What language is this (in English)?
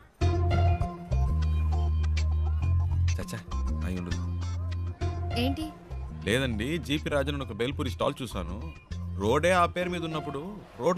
Telugu